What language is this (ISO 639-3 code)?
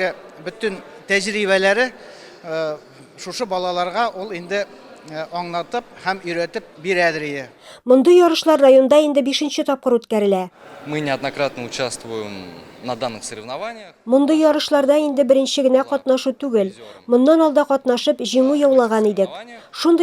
tat